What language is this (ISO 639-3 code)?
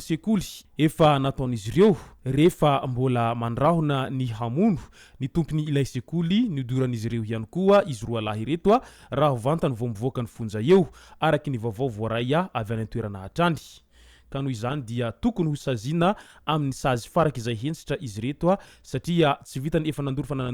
mlg